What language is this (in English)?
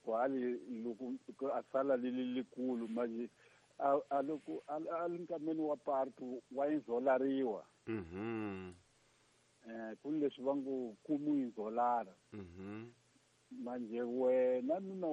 Tsonga